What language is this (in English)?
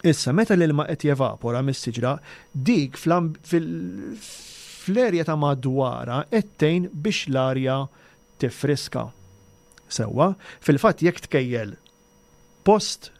Maltese